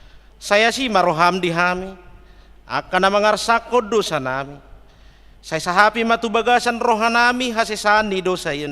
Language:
Batak Toba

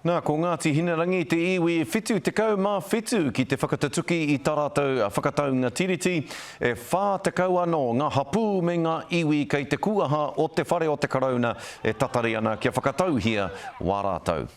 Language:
Māori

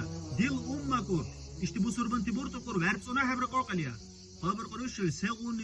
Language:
Dargwa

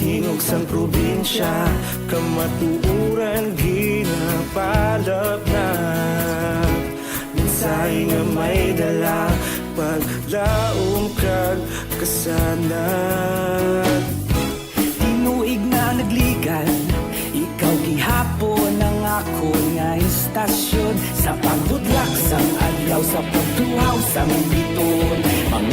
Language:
Hiligaynon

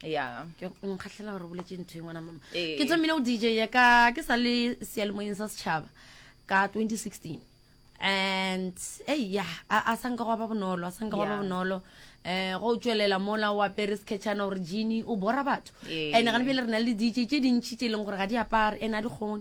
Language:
Northern Sotho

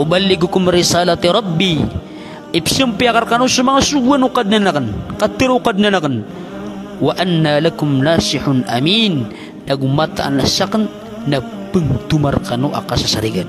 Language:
Maranao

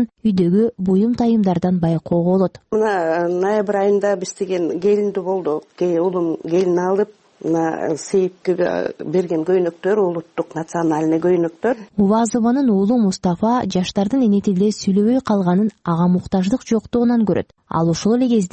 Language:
Kyrgyz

